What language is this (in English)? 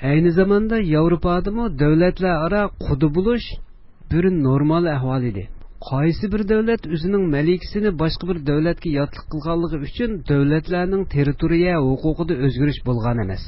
Uyghur